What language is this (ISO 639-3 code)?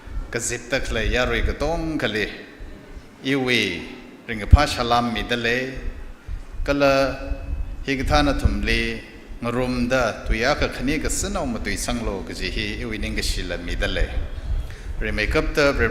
nmf